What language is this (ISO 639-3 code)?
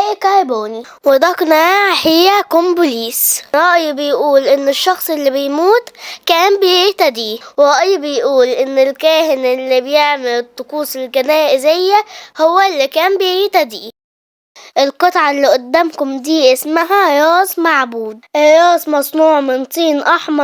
arz